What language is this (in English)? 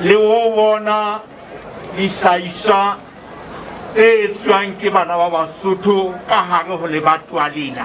Southern Sotho